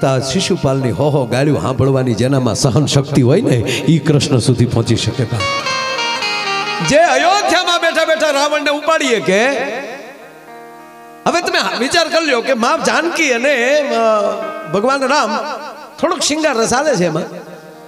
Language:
Gujarati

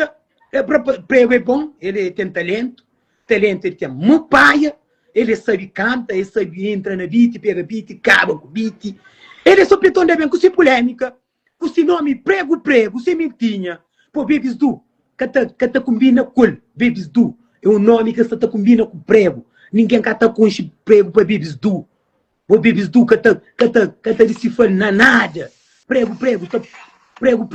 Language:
Kabuverdianu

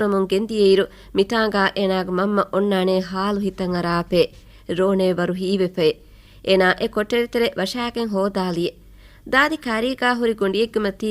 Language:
Divehi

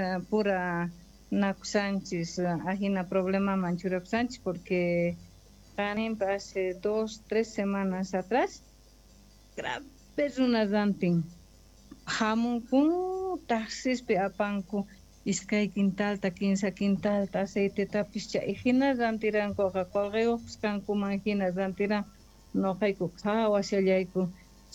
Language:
Quechua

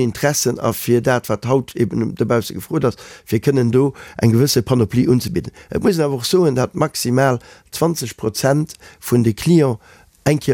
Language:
Luxembourgish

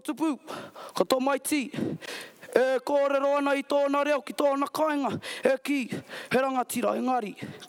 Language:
Māori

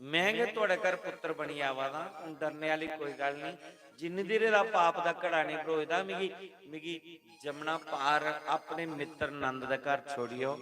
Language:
Dogri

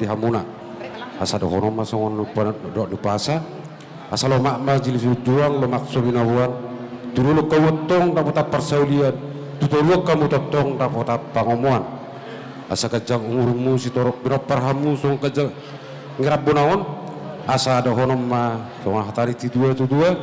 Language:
Batak Toba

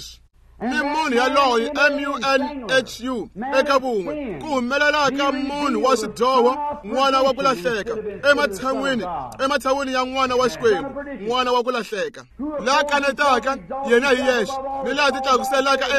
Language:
Tsonga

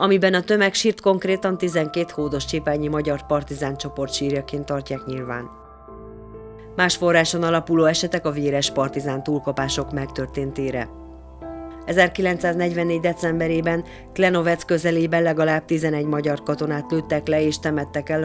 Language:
Hungarian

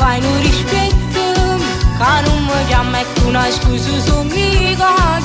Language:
Italian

